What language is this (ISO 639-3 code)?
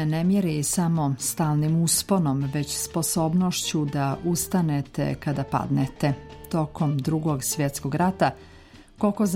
srp